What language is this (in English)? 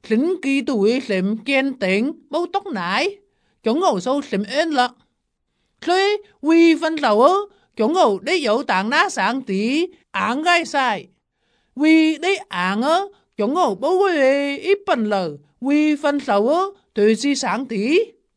Vietnamese